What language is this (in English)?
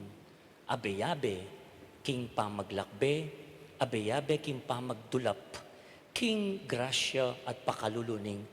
Pampanga